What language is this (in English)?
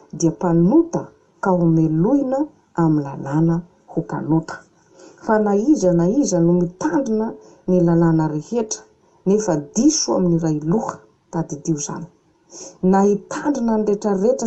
Malagasy